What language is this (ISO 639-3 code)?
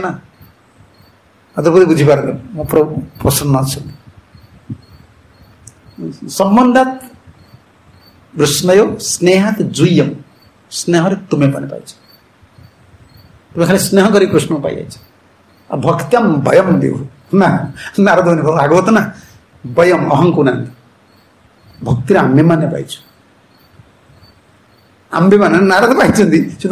ori